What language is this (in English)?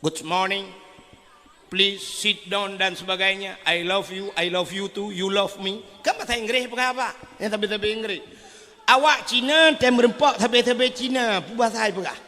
Achinese